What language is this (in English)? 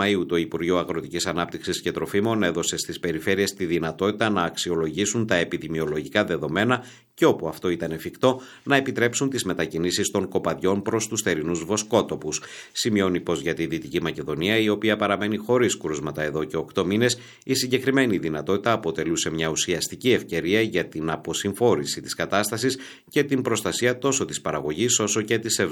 Greek